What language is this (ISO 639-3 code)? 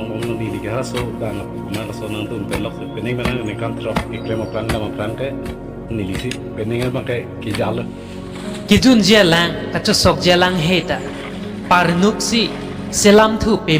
mjw